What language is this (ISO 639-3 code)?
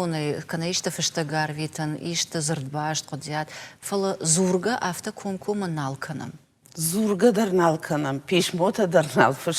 oss